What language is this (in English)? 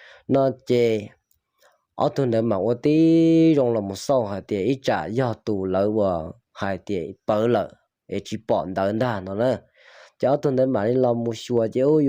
Hmong